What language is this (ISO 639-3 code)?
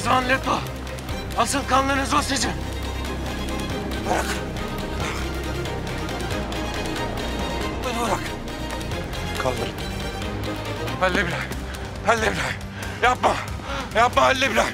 tur